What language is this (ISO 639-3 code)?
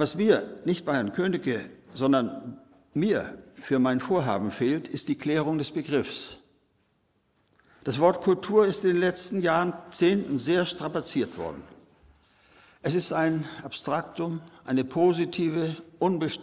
deu